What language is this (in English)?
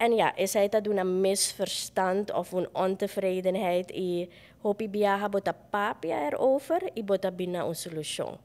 Papiamento